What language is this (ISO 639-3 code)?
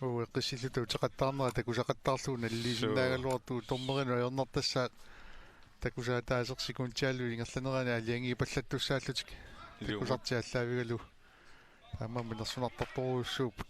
kal